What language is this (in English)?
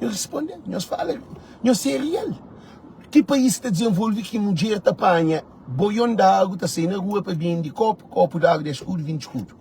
Kabuverdianu